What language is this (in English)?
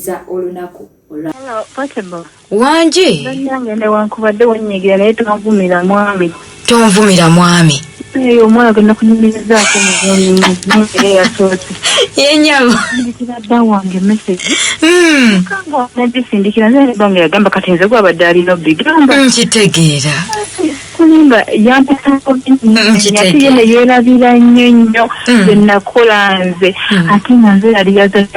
Ganda